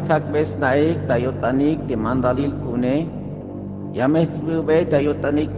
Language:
Tzeltal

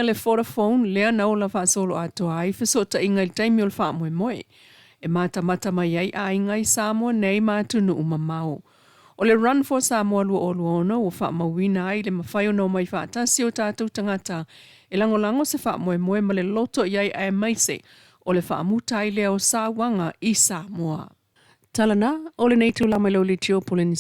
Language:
Samoan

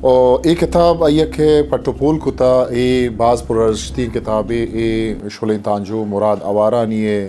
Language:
Eastern Balochi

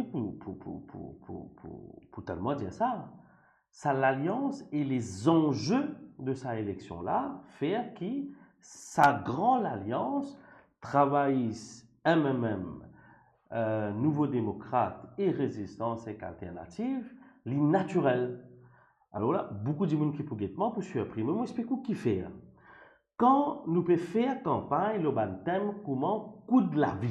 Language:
Morisyen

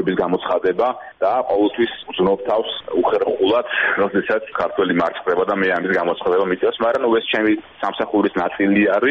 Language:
Georgian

